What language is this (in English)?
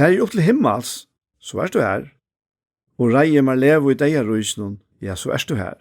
Faroese